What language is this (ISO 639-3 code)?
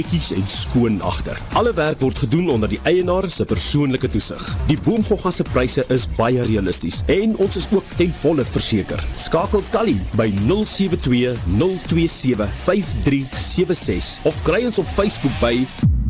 afr